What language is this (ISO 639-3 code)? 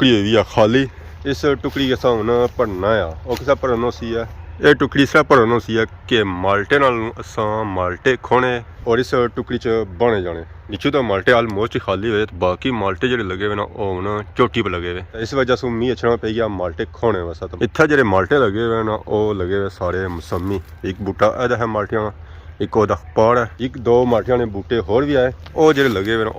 phr